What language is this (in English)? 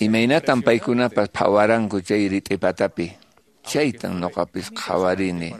Quechua